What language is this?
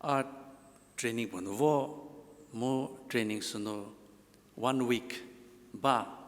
Angami Naga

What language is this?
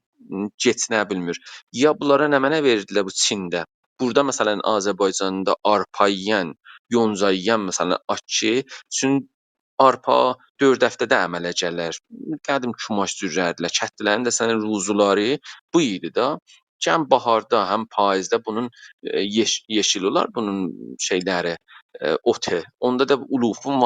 South Azerbaijani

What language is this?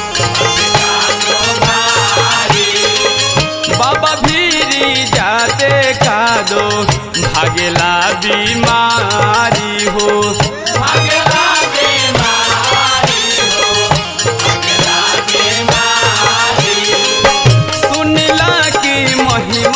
Bhojpuri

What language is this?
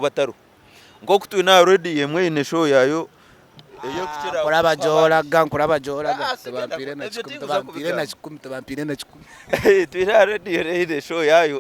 Nyankole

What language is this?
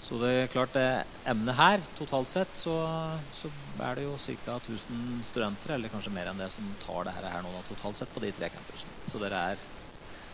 Norwegian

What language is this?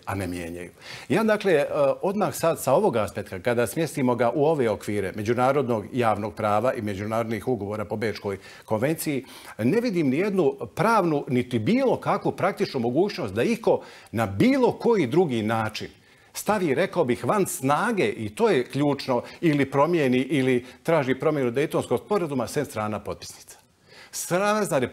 Bosnian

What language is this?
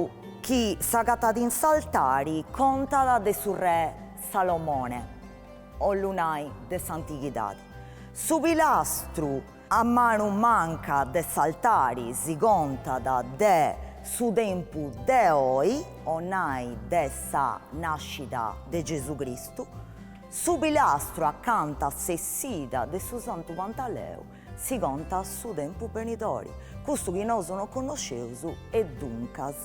Sardinian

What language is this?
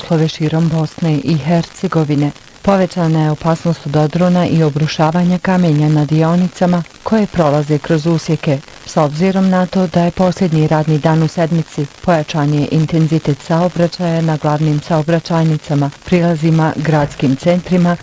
Bosnian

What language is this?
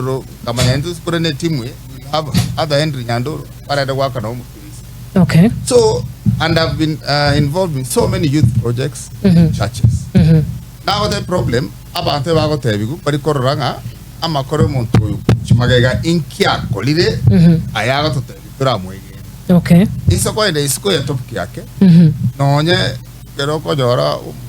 Gusii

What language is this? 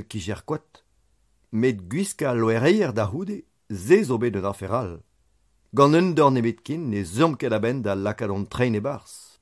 Breton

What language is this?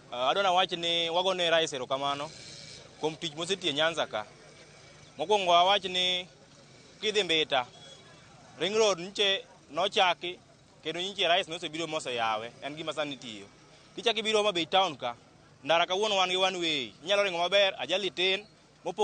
Luo (Kenya and Tanzania)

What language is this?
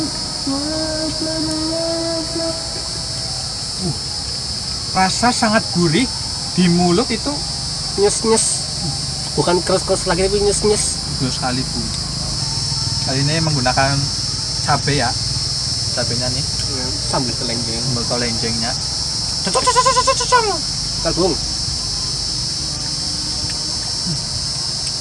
Indonesian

